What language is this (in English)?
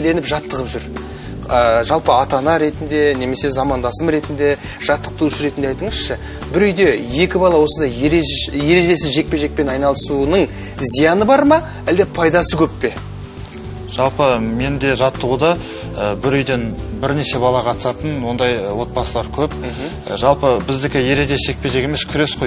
Kazakh